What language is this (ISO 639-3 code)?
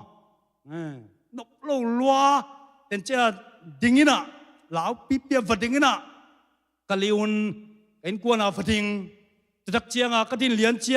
ctd